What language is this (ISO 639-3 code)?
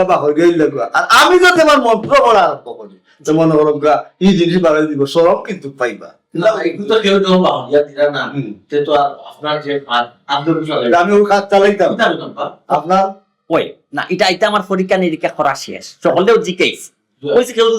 syl